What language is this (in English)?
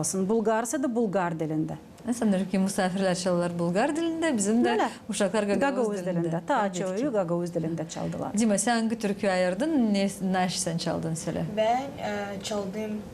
Gagauz